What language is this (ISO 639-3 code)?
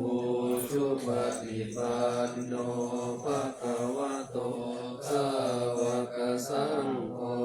pli